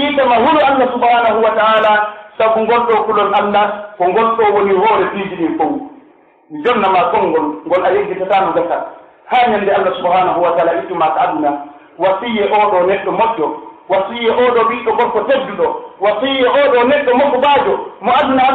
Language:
Pular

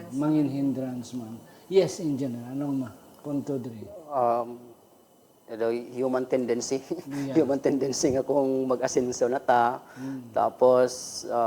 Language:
Hiligaynon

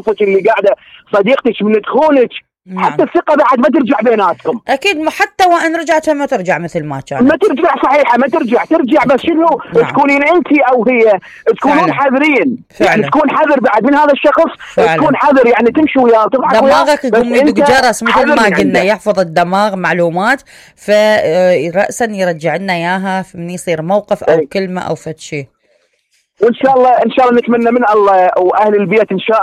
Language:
Mesopotamian Arabic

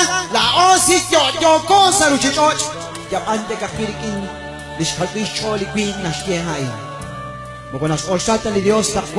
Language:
Kekchí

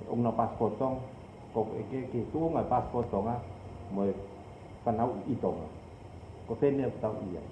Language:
Tongan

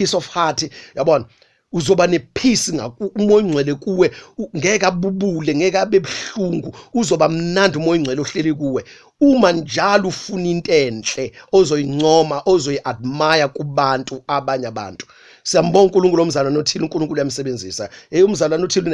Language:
Zulu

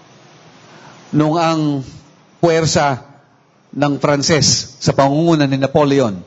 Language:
Filipino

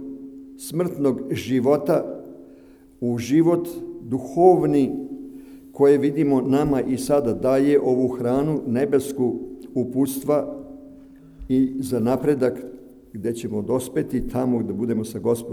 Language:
Serbian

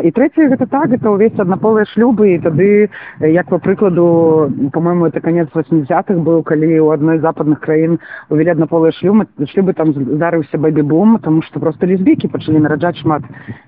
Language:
Belarusian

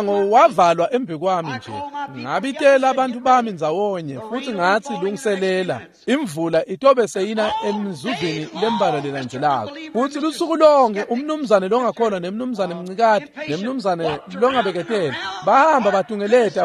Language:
Swati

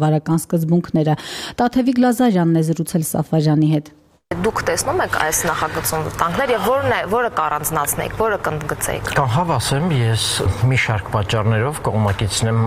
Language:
Armenian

